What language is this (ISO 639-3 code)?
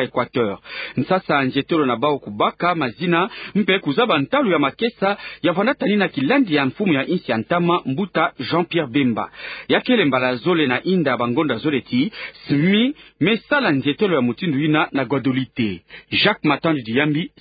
ktu